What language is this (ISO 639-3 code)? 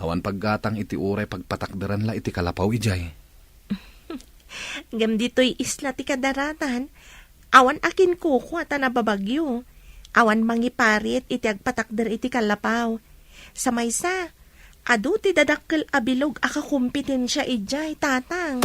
ilo